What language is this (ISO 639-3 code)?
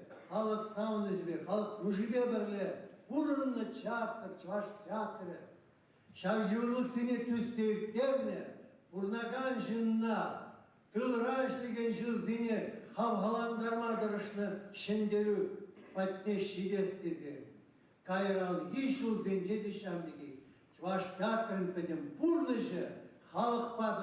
chv